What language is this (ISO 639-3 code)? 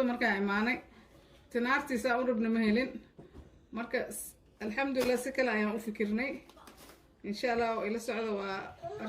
som